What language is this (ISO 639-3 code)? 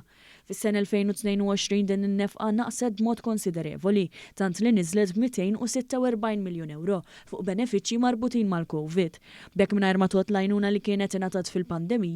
mlt